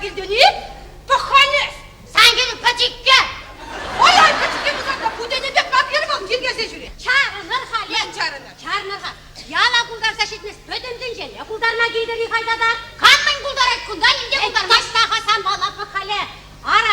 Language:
Chuvash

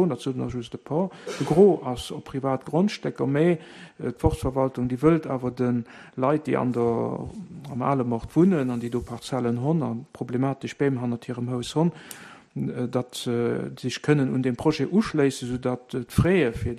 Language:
Luxembourgish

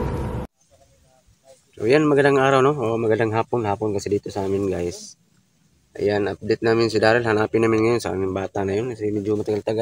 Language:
Filipino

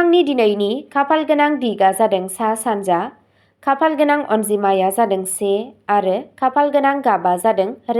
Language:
Bodo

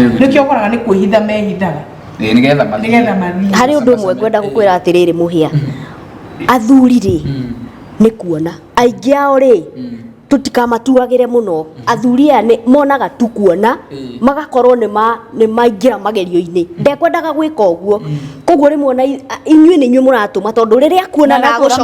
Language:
Kikuyu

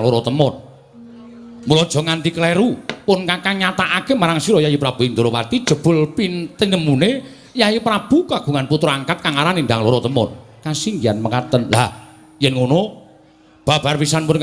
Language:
Javanese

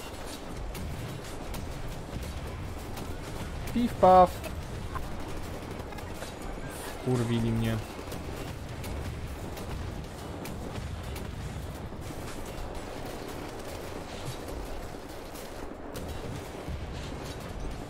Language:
Polish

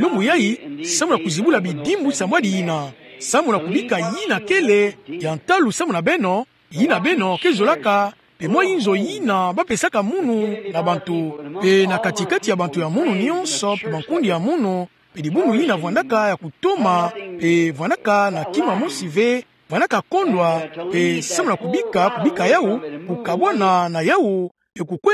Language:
Kituba (Democratic Republic of Congo)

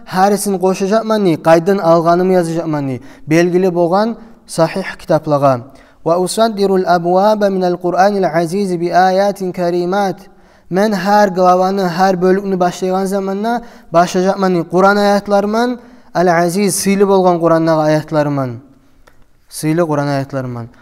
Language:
Kumyk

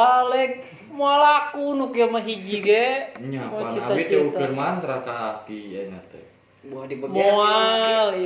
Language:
Sundanese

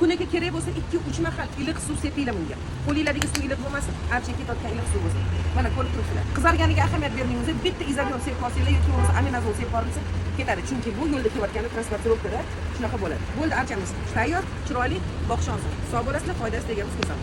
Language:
Uzbek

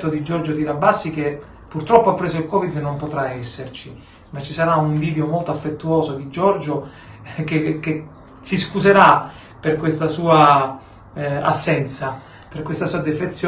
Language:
Italian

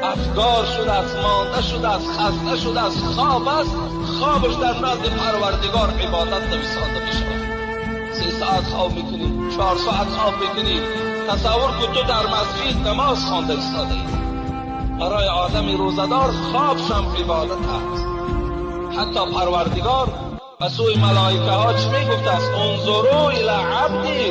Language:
Tajik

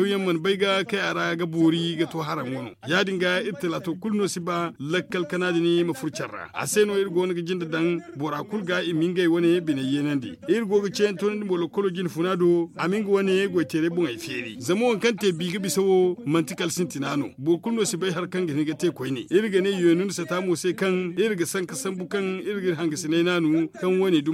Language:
Zarma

